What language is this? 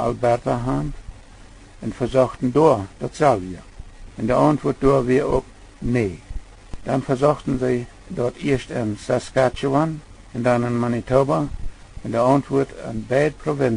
Plautdietsch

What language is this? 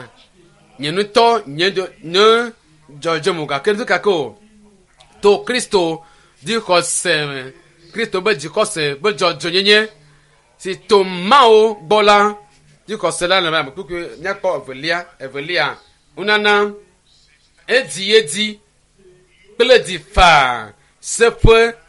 Ewe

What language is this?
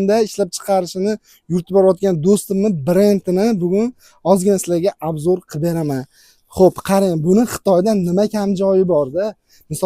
Uzbek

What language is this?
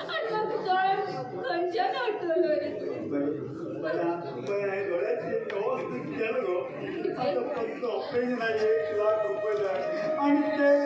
Konkani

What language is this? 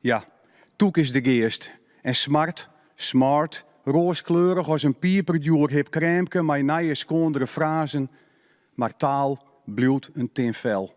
Western Frisian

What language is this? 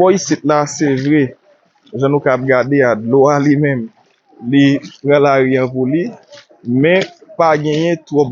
Haitian Creole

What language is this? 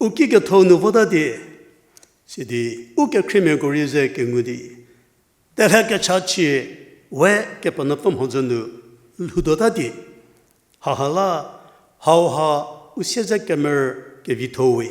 Angami Naga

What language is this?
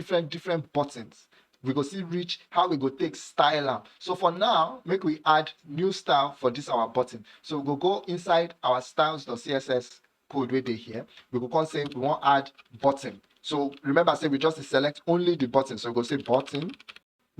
Nigerian Pidgin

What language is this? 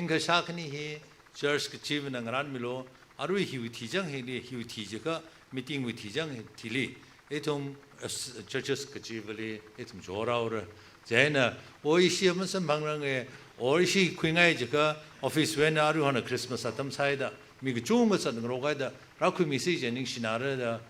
Tangkhul Naga (India)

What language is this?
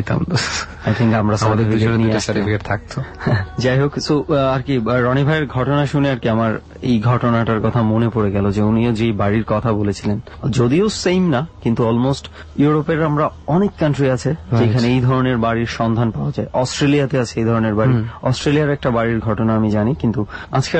Bangla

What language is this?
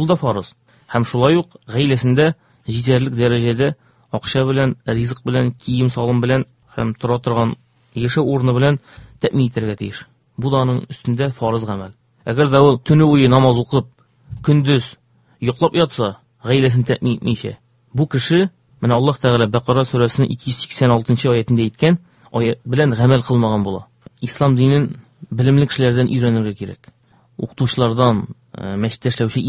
Tatar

